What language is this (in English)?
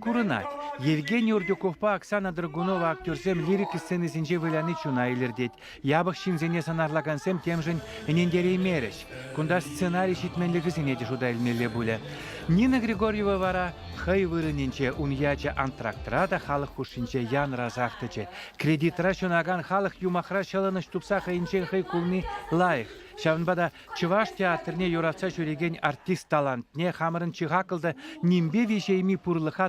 Chuvash